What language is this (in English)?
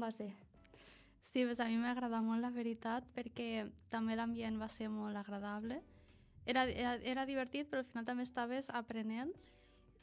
Catalan